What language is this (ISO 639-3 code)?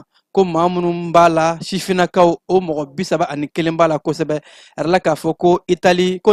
bam